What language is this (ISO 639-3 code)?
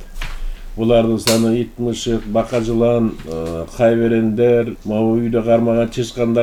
kir